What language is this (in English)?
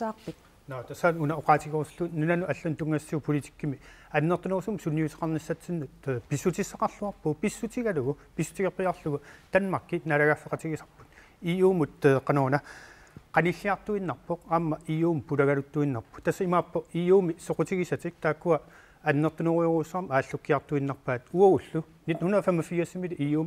Kalaallisut